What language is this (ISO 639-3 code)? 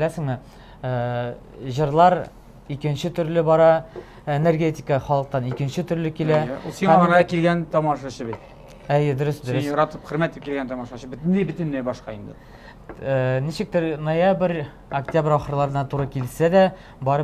tat